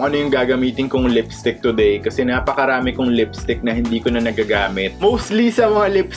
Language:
Filipino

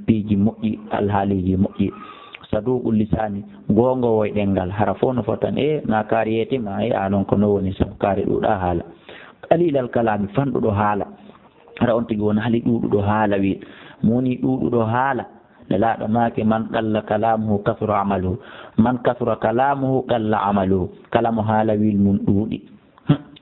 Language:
Fula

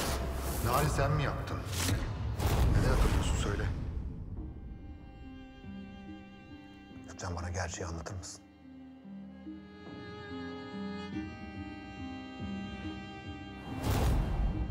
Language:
Turkish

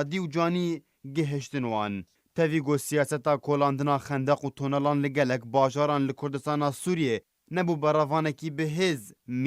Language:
Kurdish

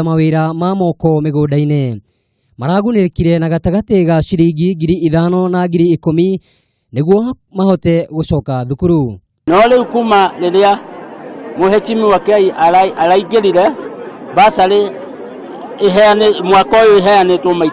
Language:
Kikuyu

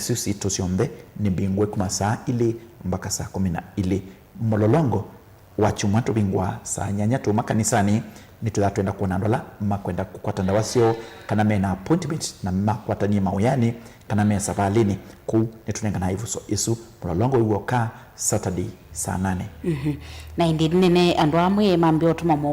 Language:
Kamba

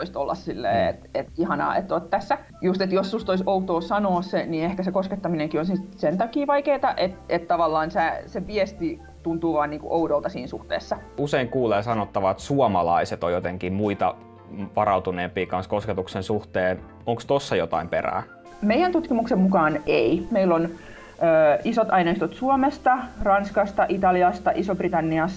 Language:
Finnish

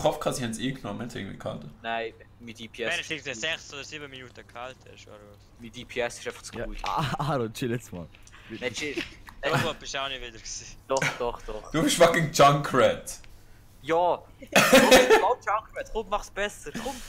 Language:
Swiss German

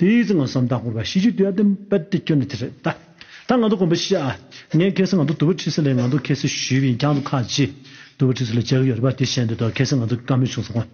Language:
Tibetan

